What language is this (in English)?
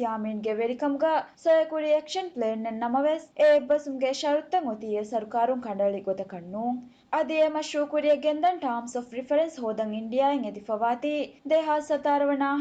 Divehi